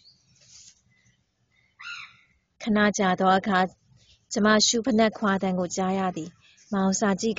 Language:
Burmese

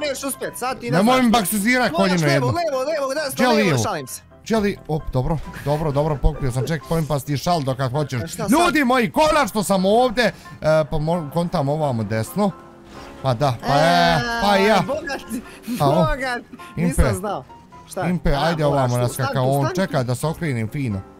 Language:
Bosnian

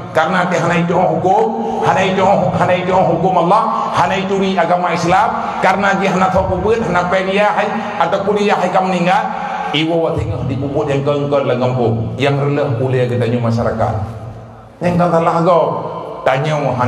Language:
Achinese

